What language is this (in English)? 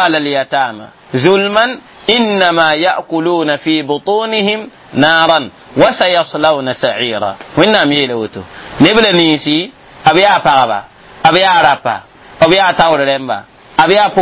Mossi